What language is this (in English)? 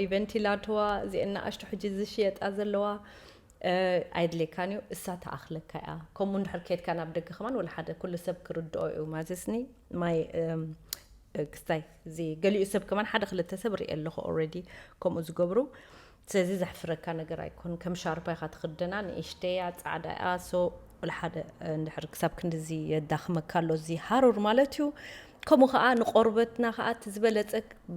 Tigrinya